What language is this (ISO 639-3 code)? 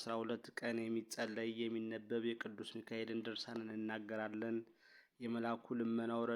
amh